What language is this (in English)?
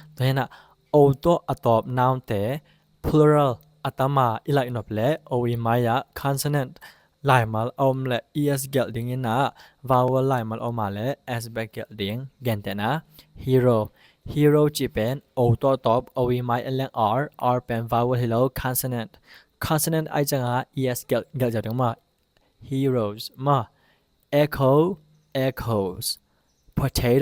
Tedim Chin